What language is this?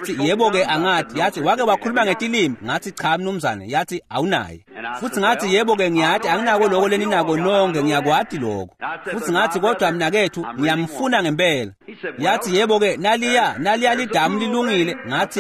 Swati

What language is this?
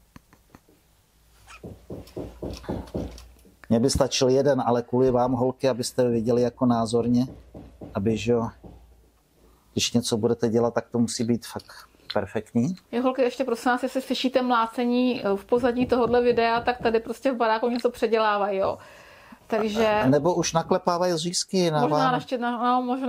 Czech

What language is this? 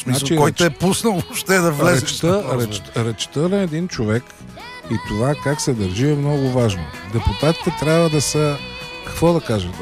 Bulgarian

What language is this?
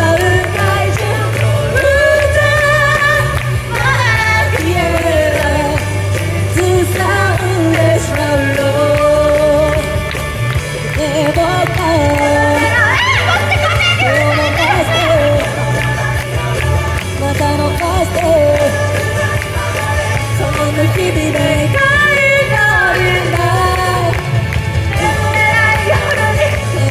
Japanese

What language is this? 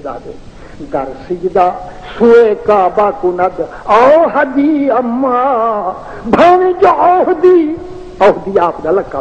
Saraiki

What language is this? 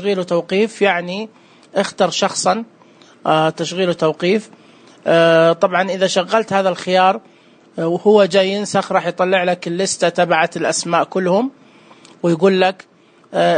Najdi Arabic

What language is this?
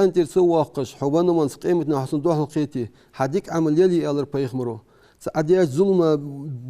Ingush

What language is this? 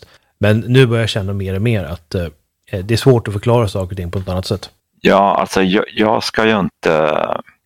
Swedish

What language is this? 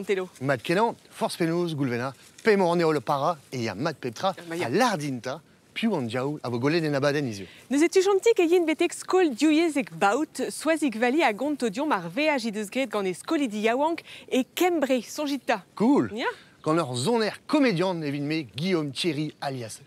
Breton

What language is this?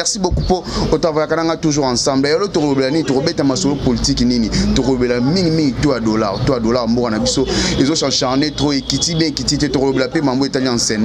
Lingala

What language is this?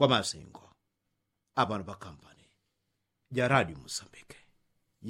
Yao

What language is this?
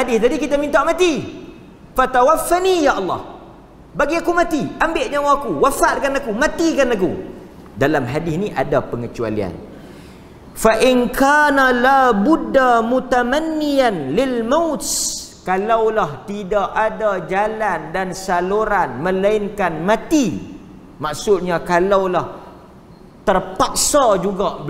Malay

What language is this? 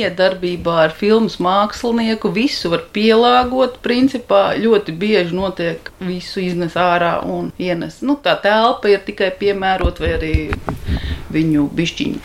Latvian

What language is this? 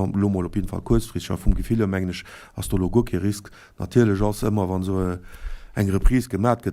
Luxembourgish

